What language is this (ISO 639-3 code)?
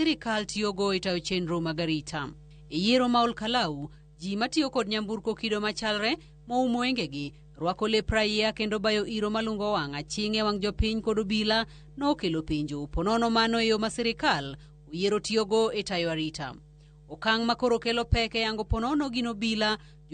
luo